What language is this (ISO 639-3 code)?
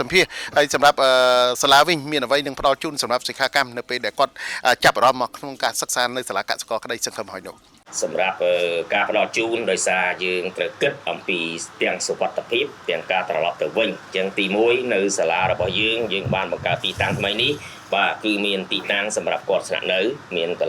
khm